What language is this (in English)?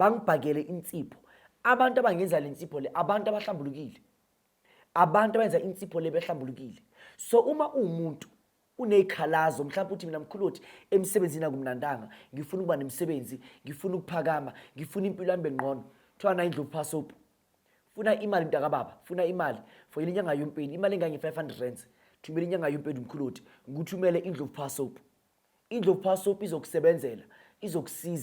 Zulu